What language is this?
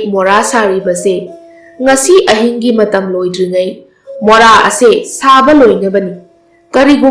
Manipuri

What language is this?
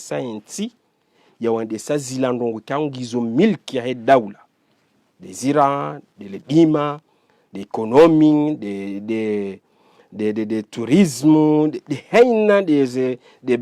Ngazidja Comorian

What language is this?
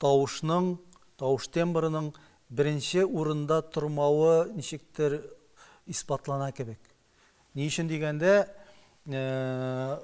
Tatar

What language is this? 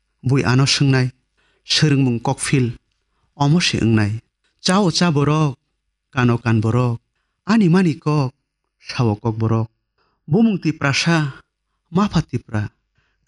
Kok Borok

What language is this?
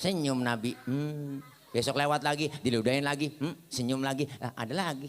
Betawi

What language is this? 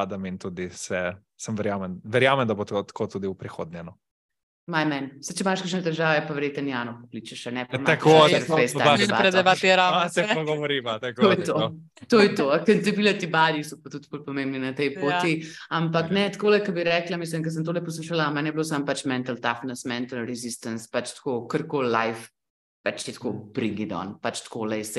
Slovenian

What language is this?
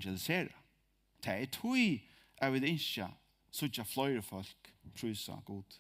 Faroese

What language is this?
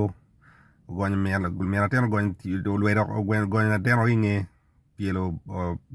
Acoli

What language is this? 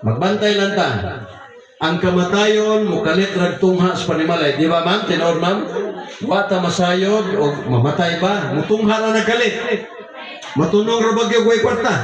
Cebuano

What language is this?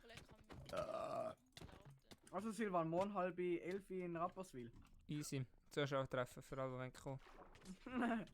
Swiss German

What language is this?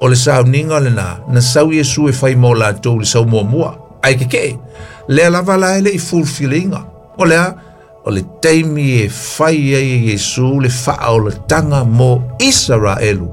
Samoan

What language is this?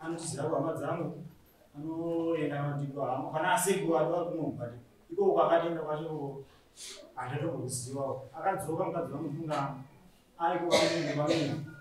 Shona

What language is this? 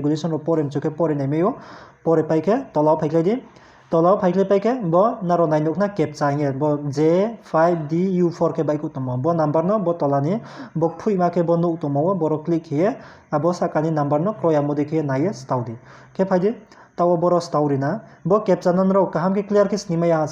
Riang (India)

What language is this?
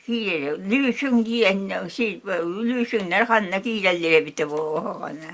Yakut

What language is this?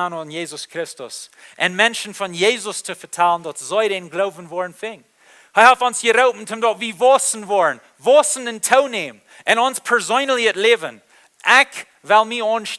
Plautdietsch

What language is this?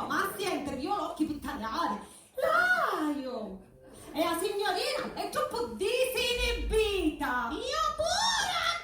Sicilian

